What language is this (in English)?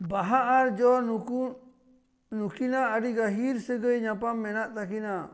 Santali